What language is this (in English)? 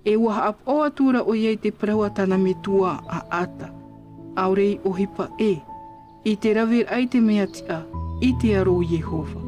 Tahitian